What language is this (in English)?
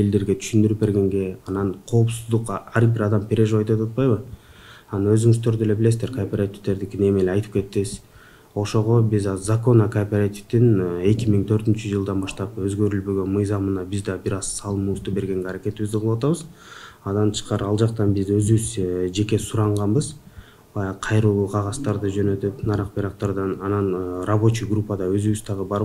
Kyrgyz